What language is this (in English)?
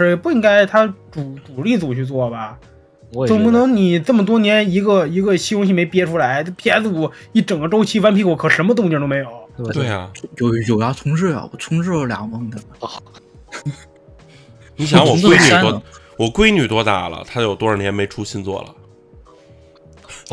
Chinese